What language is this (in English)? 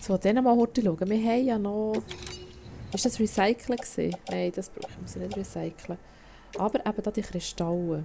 Swiss German